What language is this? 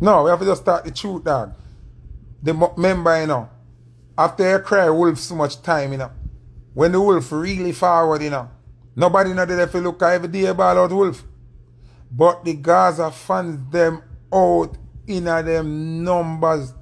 Jamaican Creole English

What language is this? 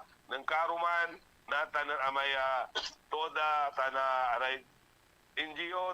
Pangasinan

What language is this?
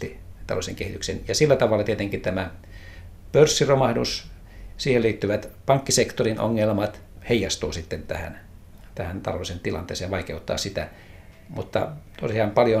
Finnish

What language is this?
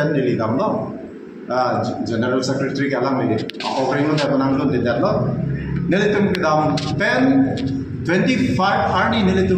Karbi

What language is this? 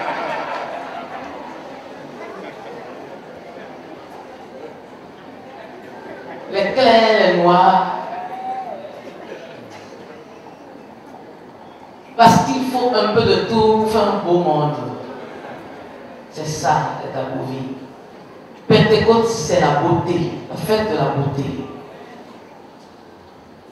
French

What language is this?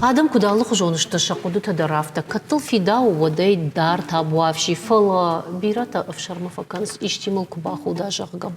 Ossetic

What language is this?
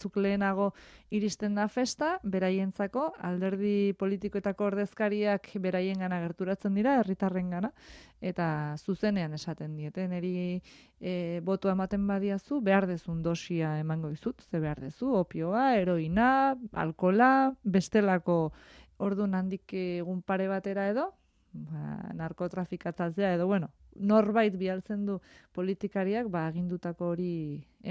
Basque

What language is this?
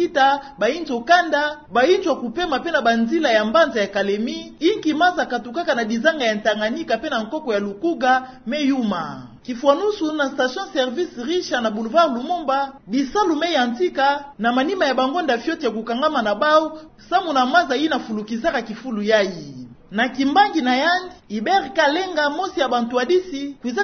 Kituba (Democratic Republic of Congo)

